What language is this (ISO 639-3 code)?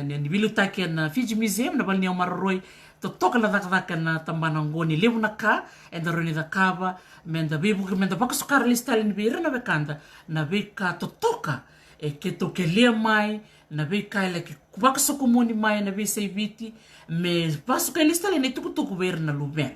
fij